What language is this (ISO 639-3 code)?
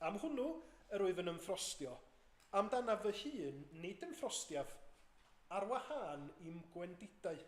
cym